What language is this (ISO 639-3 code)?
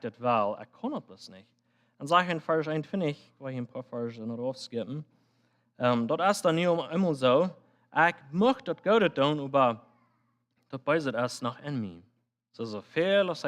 pdt